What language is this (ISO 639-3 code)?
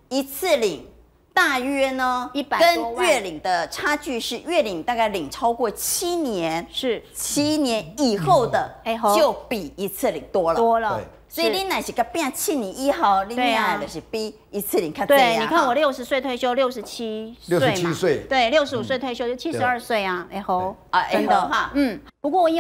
zho